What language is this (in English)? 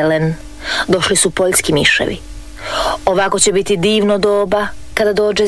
Croatian